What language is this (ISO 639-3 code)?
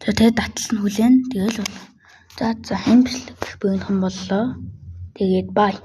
mon